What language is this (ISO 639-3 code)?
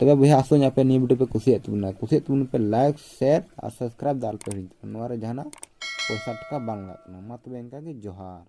sat